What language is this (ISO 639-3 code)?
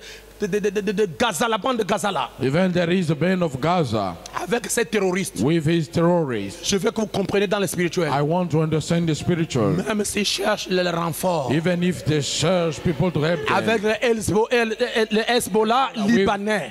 fra